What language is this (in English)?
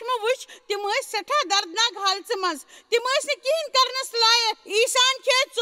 Kashmiri